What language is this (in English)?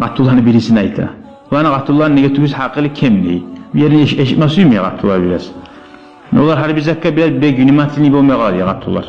Kumyk